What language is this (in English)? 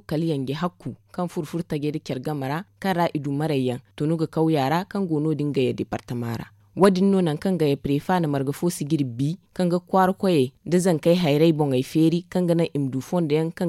Zarma